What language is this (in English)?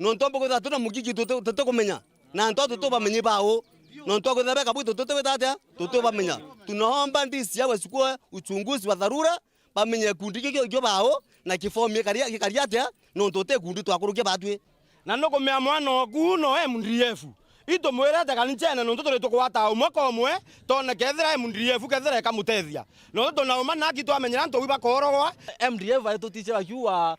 Meru